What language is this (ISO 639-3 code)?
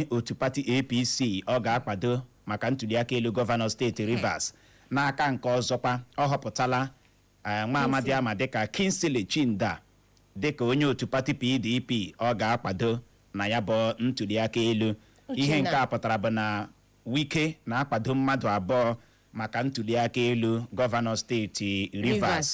ibo